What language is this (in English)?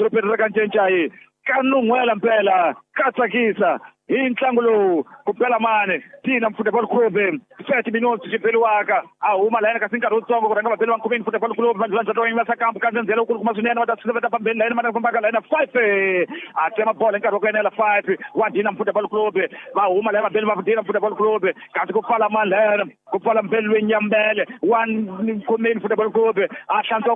Tsonga